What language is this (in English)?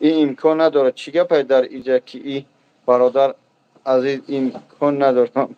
Tajik